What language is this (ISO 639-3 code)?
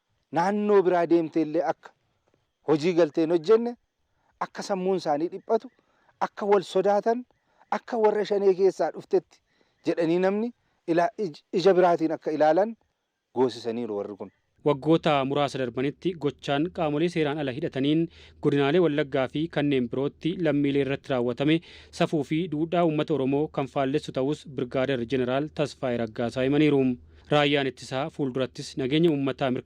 orm